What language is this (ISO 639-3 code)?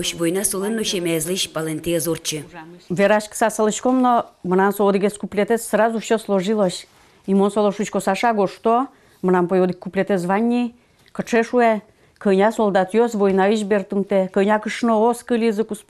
udm